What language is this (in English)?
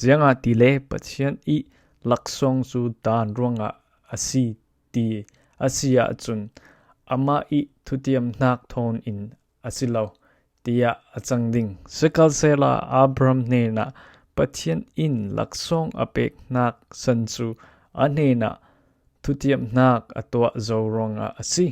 Falam Chin